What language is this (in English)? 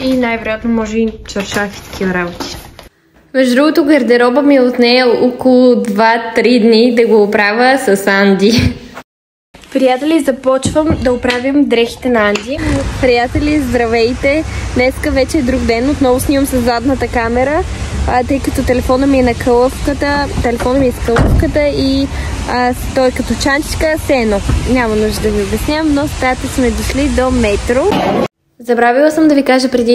Bulgarian